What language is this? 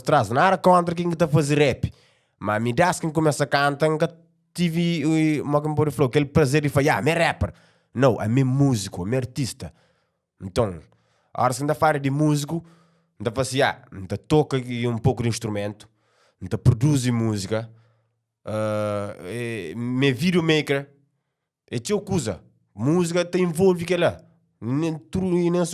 Kabuverdianu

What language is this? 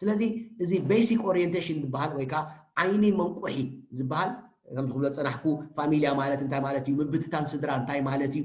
Tigrinya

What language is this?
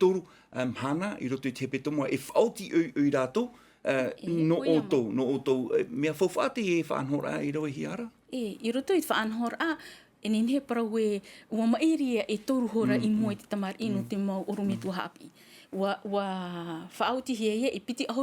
Tahitian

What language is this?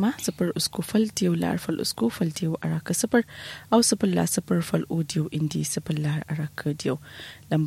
Kanuri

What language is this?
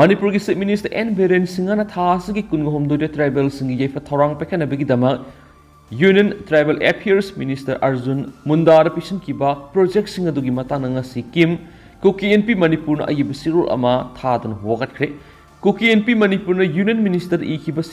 Manipuri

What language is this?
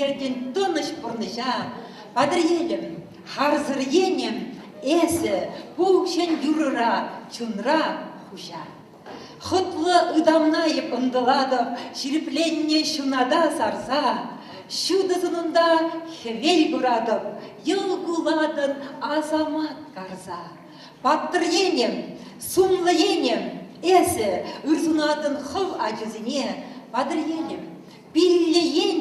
Chuvash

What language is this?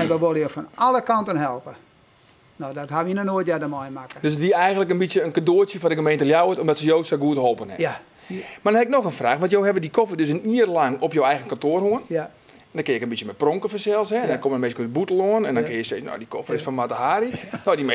Western Frisian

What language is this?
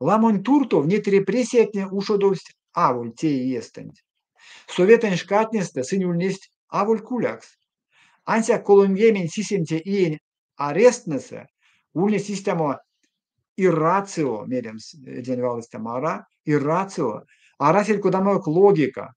Erzya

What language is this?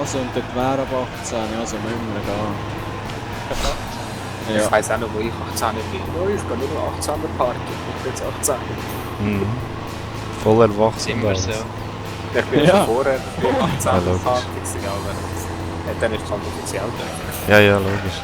Swiss German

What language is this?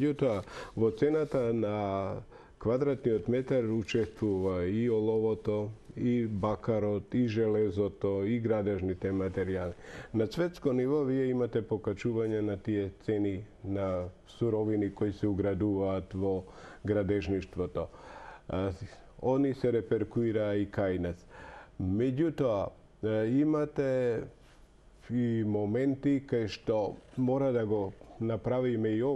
Macedonian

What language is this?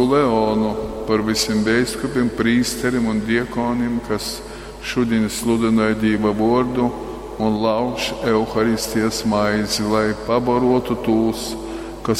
Latgalian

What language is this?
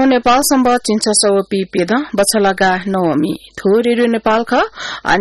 Newari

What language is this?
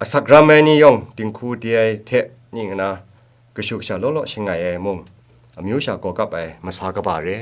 Kachin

